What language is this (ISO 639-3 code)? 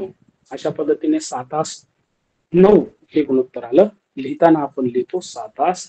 mar